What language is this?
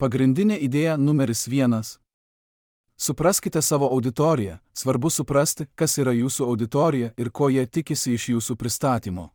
Lithuanian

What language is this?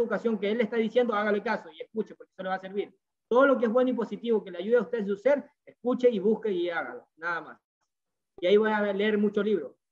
Spanish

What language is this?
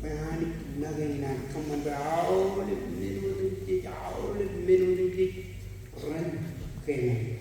Marshallese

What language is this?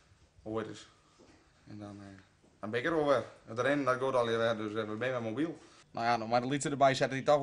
Western Frisian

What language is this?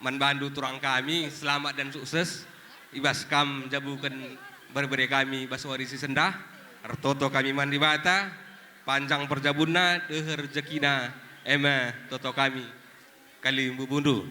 Batak Karo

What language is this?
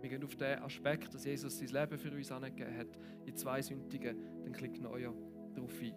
Swiss German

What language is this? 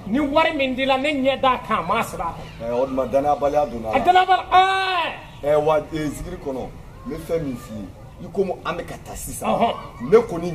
Bambara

